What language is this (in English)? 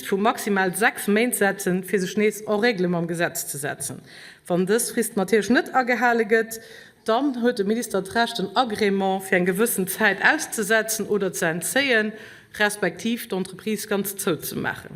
Luxembourgish